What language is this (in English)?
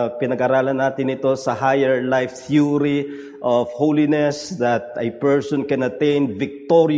Filipino